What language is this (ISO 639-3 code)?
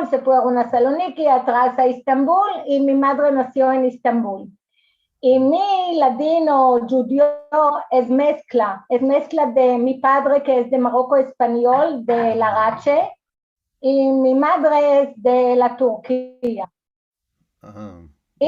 lad